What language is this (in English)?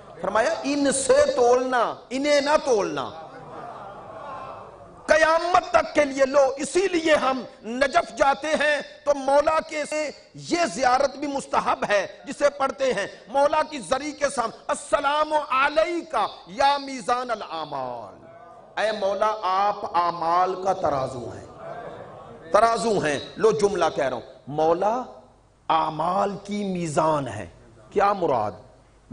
Urdu